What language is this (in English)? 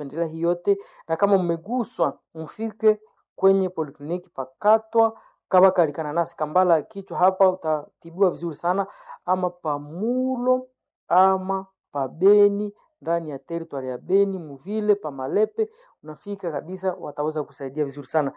Swahili